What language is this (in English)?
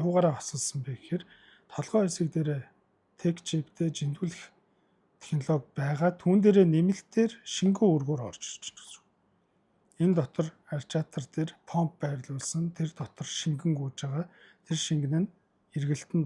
Mongolian